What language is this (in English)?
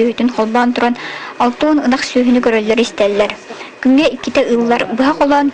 Yakut